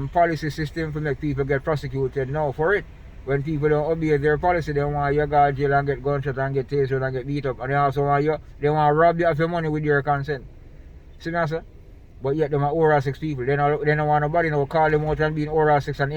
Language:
Jamaican Creole English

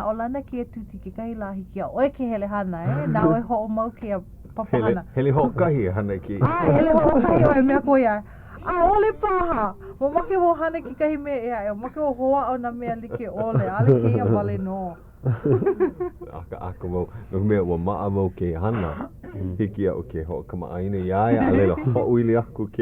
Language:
Hawaiian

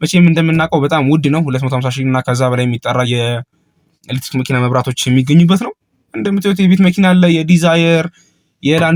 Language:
Amharic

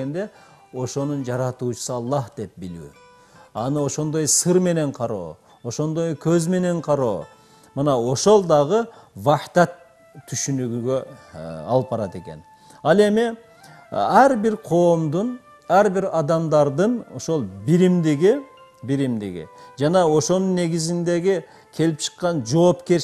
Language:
Kyrgyz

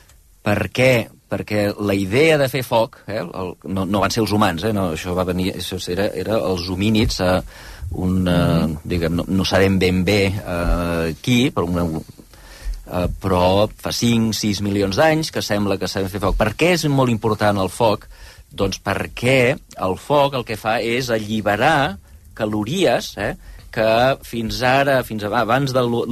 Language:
Catalan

